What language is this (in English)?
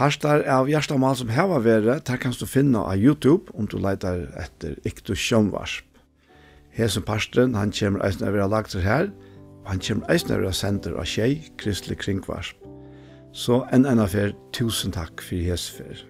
Faroese